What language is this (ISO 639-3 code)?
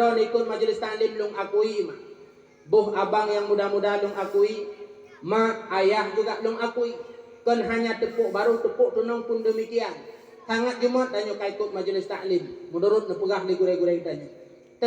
ace